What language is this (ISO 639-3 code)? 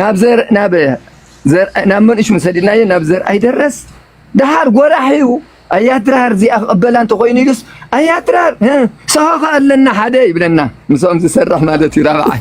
tir